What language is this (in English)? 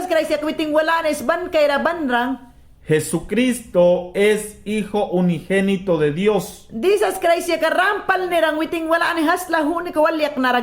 Mayangna